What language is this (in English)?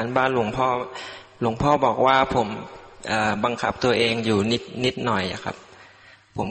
Thai